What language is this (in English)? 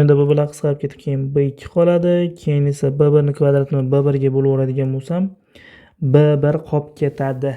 Uzbek